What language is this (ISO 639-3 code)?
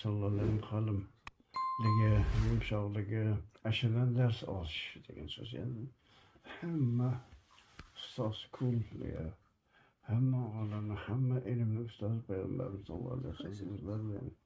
uzb